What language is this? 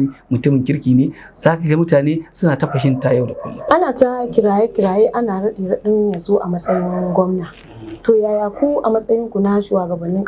Hausa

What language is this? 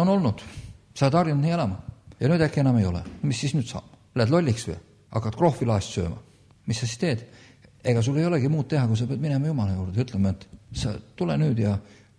Estonian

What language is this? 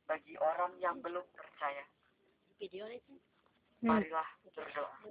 Indonesian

